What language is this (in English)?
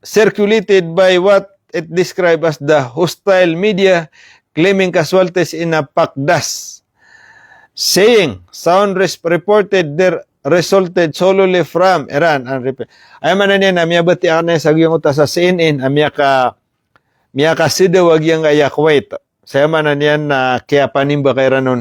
Maranao